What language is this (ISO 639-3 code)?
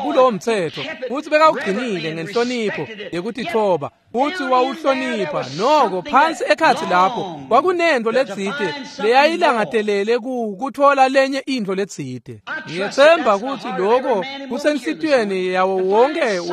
ssw